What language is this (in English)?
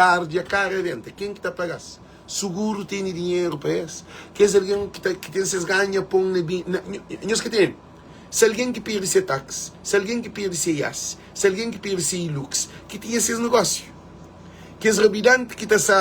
Kabuverdianu